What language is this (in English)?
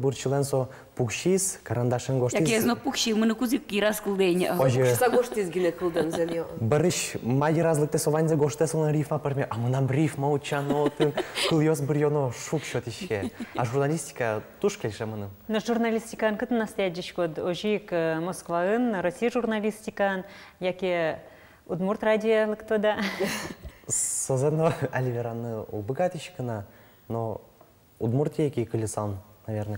Udmurt